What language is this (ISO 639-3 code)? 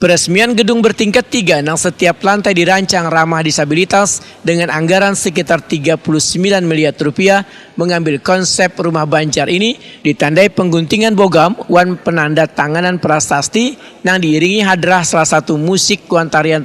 bjn